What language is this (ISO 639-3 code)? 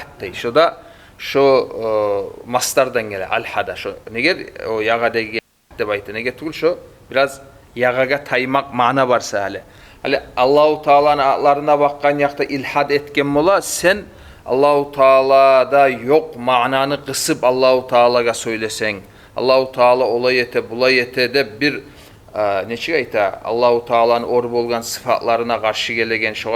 kum